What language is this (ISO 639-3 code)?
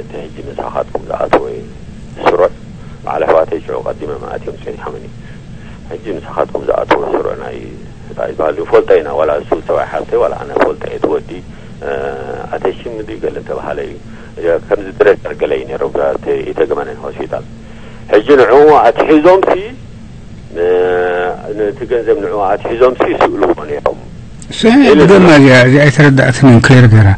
tir